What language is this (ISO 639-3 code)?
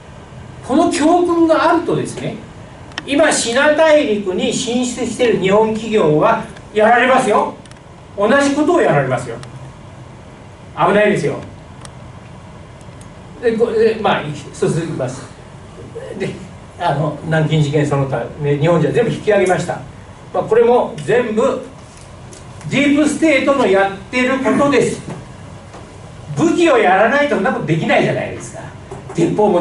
jpn